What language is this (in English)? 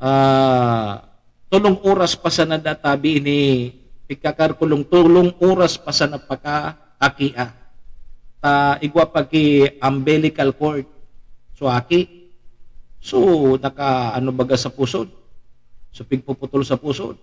Bikol